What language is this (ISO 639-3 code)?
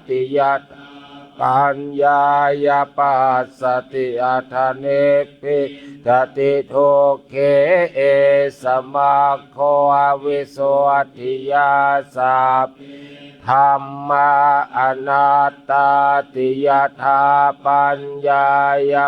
pli